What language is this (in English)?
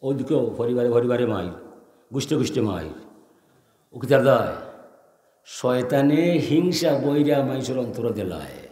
Sylheti